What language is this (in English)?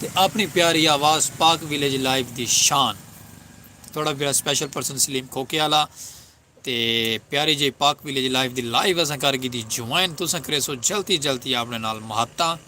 Saraiki